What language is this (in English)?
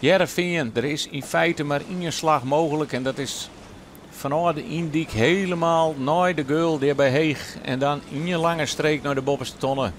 Western Frisian